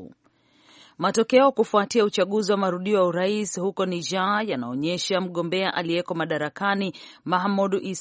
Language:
Swahili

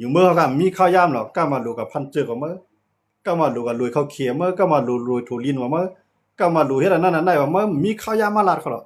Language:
Shan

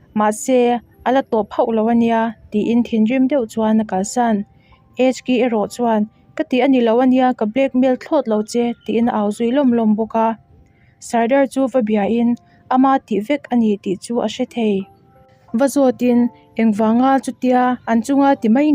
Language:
Mizo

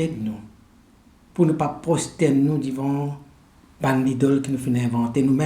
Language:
Morisyen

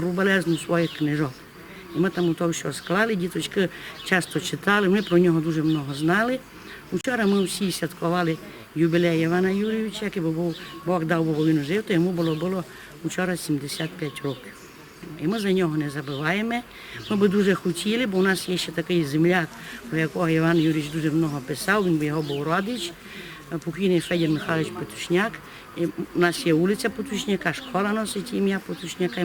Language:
Rusyn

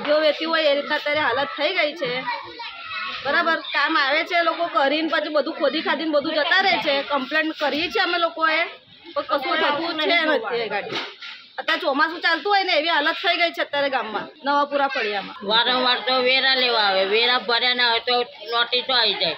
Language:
Gujarati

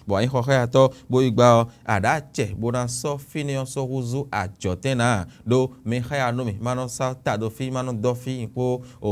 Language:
Fon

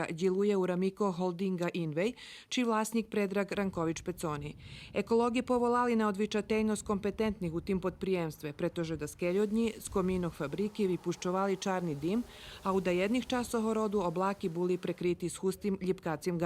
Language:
Rusyn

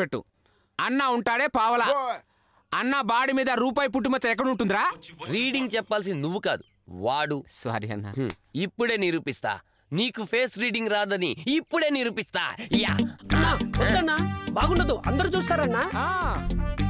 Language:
Telugu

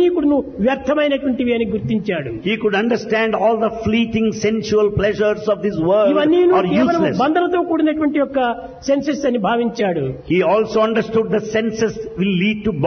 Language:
Telugu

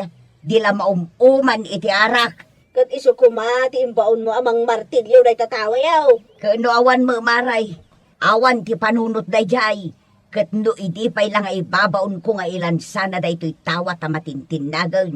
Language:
Iloko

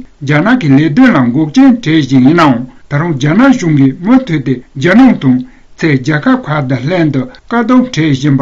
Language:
Tibetan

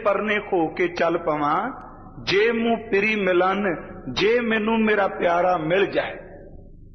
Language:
Punjabi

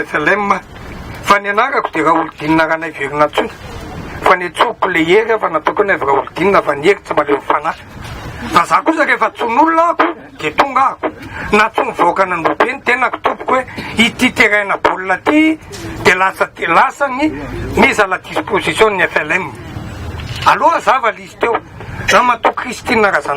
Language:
Malagasy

